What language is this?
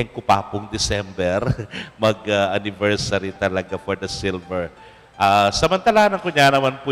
Pampanga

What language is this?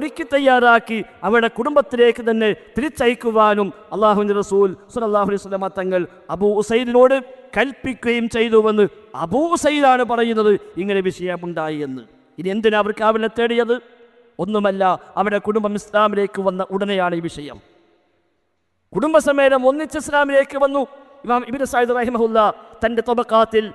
Malayalam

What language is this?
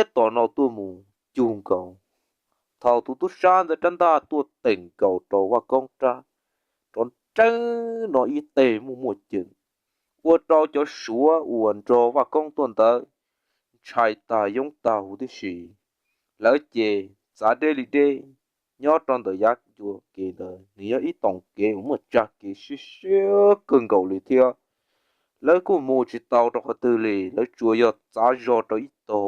Hmong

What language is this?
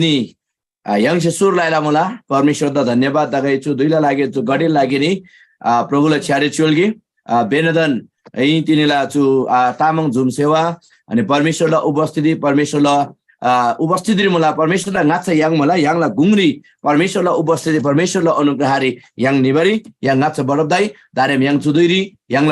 Eastern Tamang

